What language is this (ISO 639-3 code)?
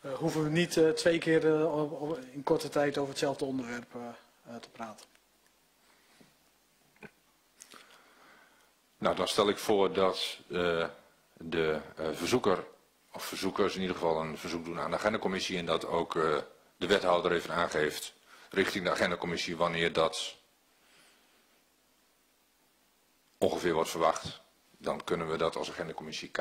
nld